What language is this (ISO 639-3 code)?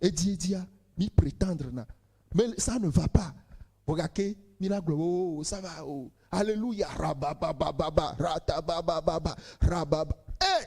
ewe